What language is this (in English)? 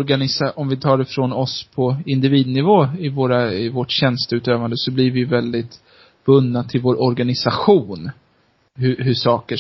Swedish